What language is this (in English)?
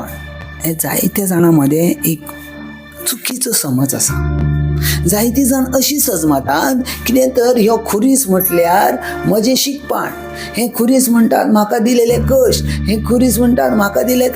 Konkani